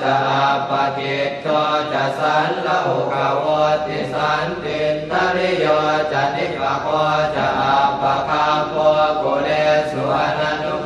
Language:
Pali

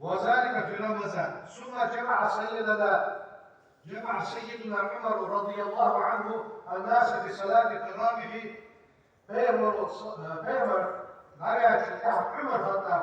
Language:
Ingush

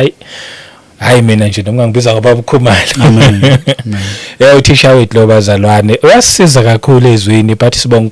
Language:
Zulu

